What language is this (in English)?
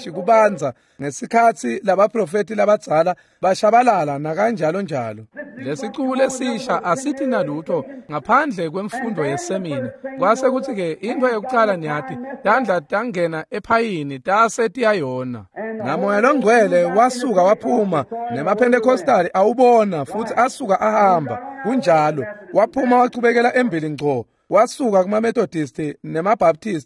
Swati